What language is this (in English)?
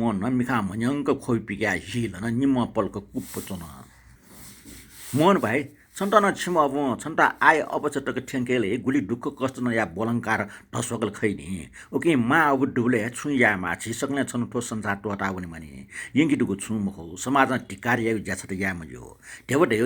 Newari